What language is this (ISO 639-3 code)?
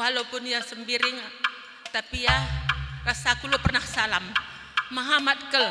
btx